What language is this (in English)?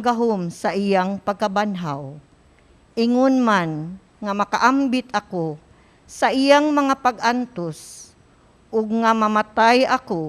Cebuano